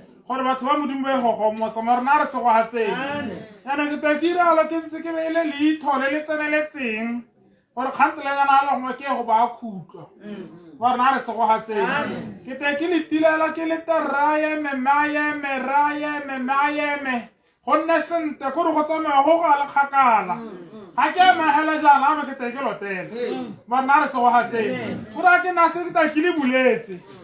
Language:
Tswana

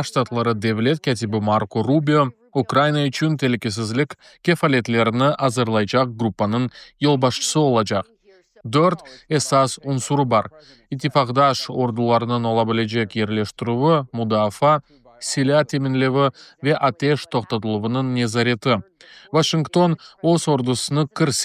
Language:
Crimean Tatar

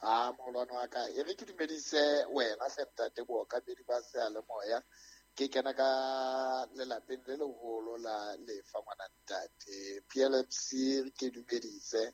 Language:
Southern Sotho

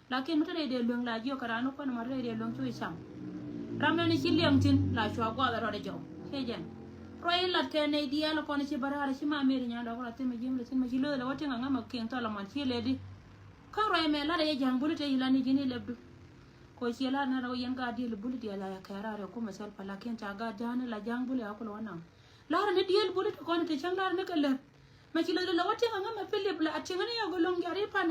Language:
Nuer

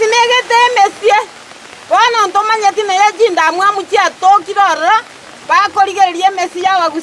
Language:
Gusii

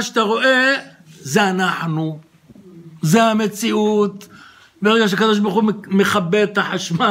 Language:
Hebrew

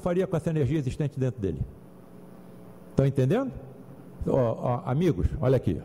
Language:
Portuguese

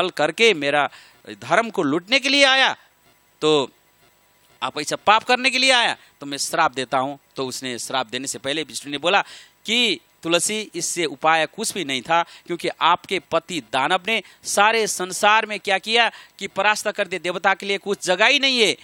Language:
Hindi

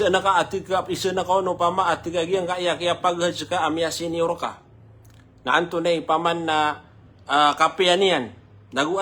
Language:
Maranao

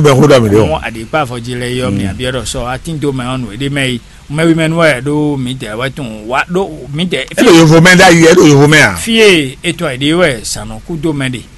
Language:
Fon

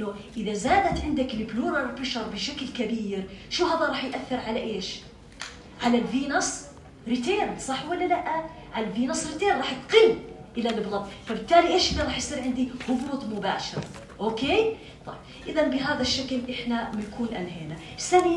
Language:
North Levantine Arabic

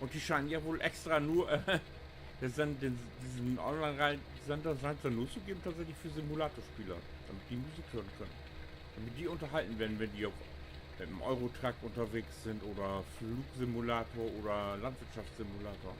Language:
Low German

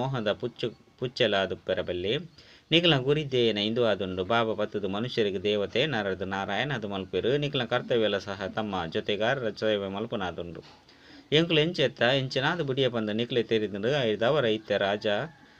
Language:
Tulu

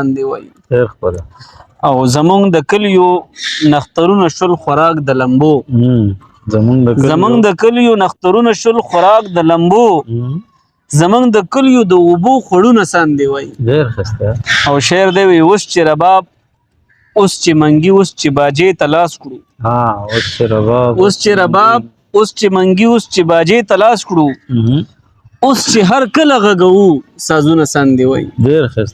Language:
Pashto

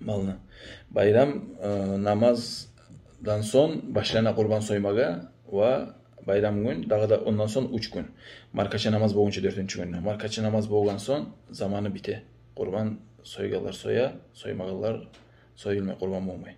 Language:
Kumyk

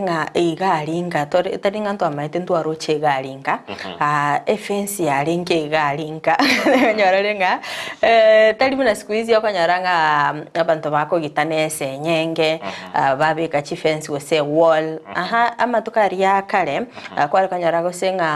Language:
Gusii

